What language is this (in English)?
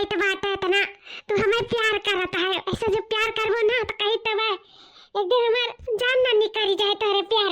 Awadhi